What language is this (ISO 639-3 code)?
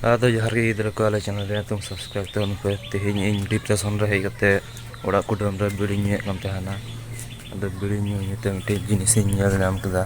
sat